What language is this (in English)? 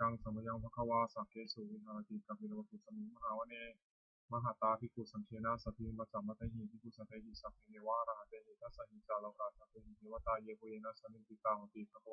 Pali